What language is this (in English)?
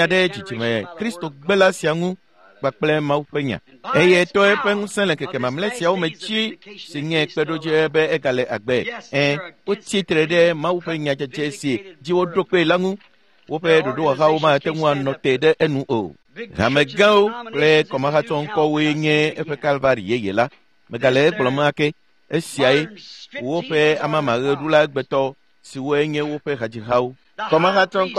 Ewe